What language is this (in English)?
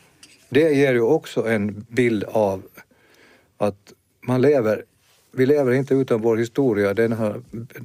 Swedish